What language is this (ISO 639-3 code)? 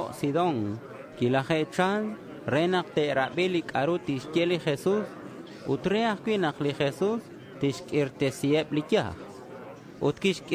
kek